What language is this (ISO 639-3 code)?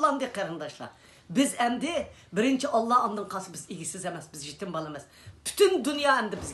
uig